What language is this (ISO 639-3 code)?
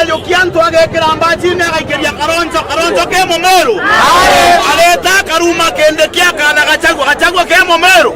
mer